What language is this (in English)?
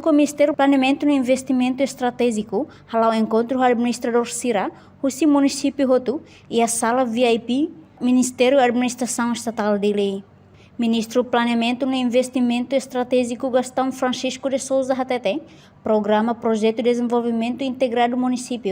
Tetum